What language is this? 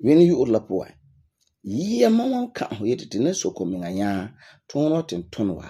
Frafra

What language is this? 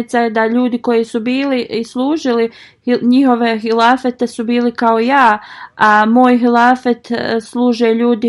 Bosnian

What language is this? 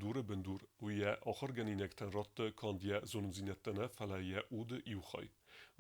Ossetic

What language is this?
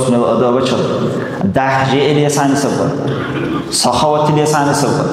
Dargwa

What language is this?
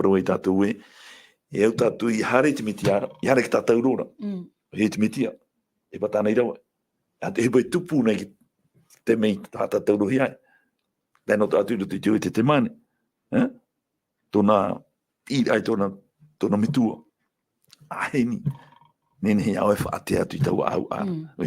Tahitian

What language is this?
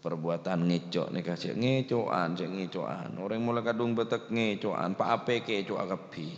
Madurese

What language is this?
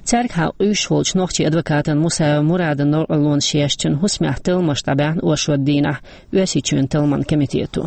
Chechen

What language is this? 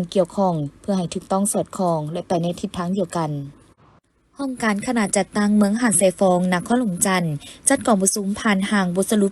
Lao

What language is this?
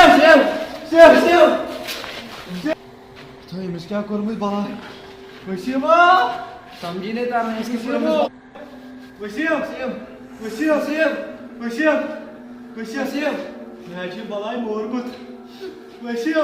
Kashmiri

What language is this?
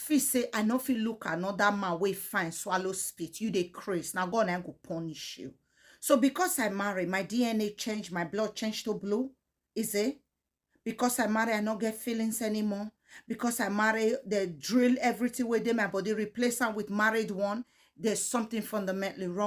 Nigerian Pidgin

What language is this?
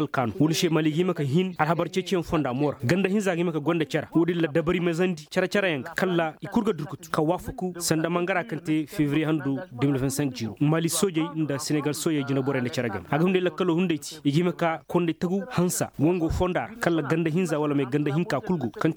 Koyraboro Senni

